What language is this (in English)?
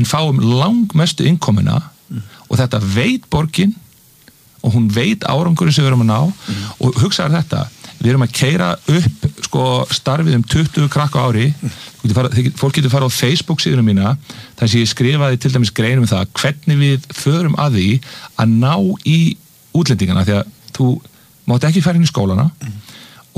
Icelandic